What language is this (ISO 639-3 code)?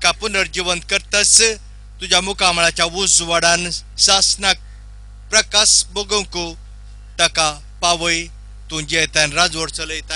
kok